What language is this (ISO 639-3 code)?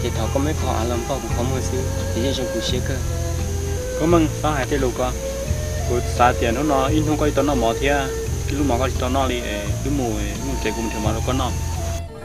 hmn